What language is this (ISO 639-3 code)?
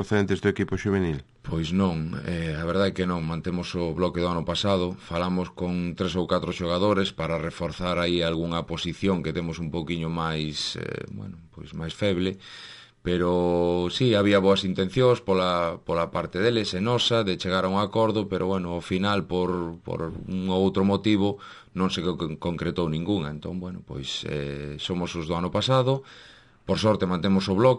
glg